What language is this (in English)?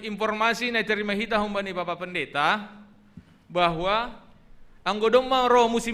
Batak Simalungun